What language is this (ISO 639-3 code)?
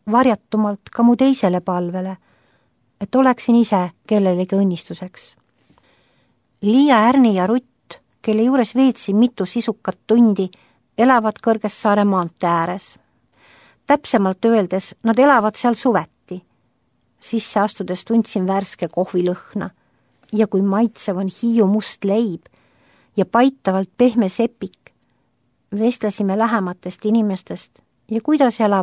est